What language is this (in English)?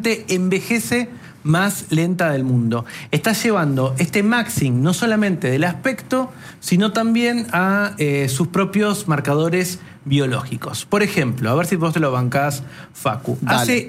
Spanish